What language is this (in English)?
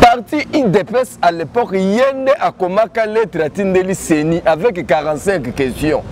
Lingala